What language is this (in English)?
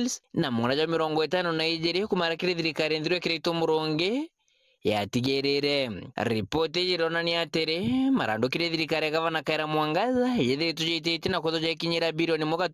Meru